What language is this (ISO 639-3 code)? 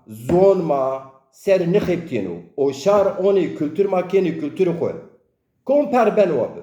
zza